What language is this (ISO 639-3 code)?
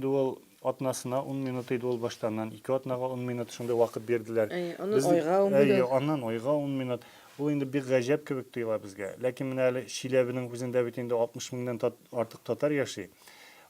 tat